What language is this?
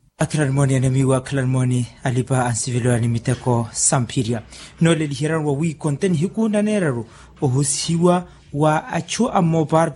Makhuwa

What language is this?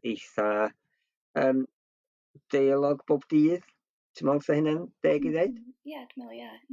Welsh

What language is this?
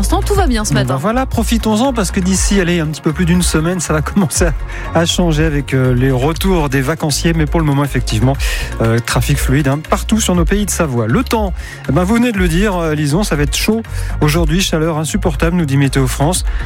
French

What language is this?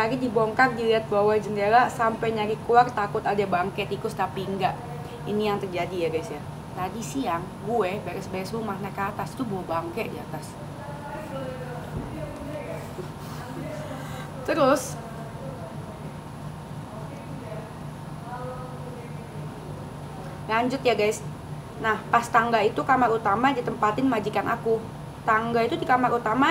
Indonesian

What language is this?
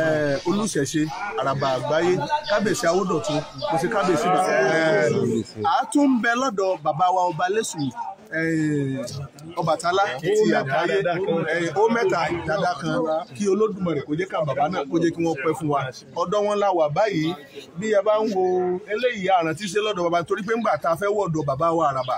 Yoruba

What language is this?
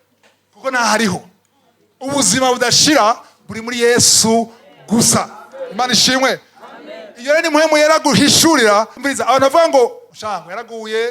Rundi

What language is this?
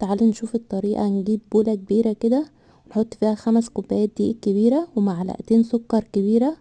Egyptian Arabic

